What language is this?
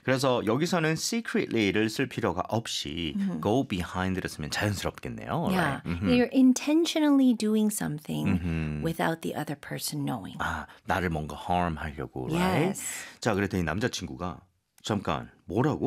Korean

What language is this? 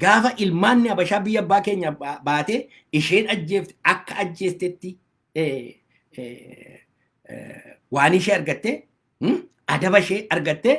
Oromo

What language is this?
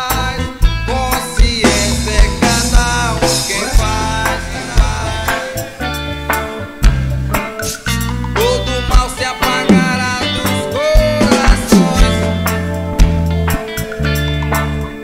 Portuguese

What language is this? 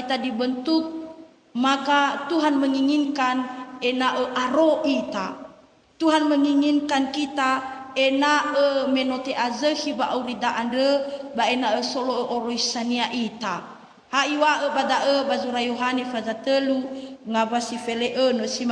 Nias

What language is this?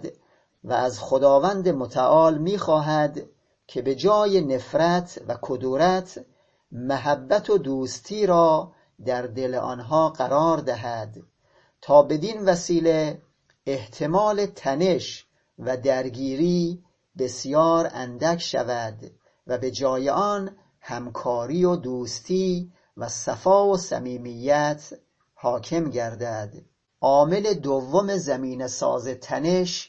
Persian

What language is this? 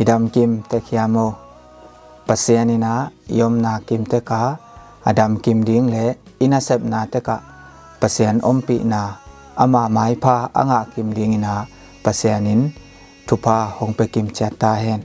Tedim Chin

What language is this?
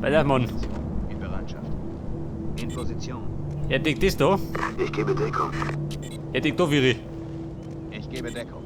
Bavarian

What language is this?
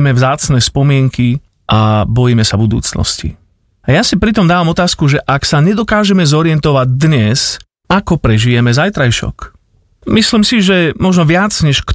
Slovak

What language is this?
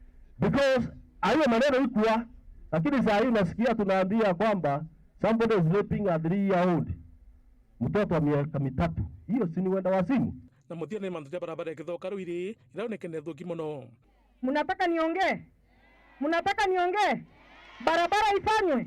Meru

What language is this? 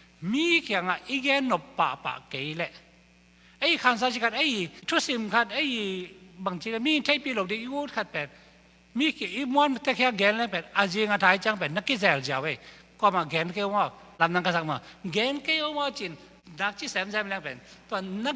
Tedim Chin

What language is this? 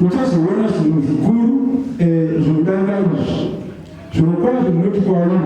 Shona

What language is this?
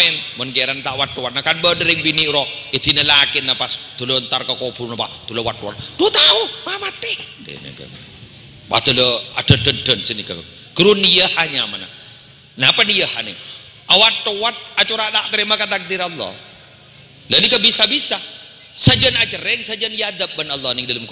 Madurese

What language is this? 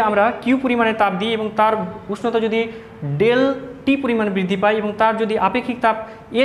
Bangla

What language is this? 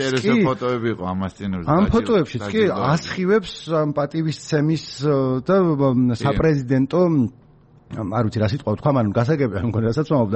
Georgian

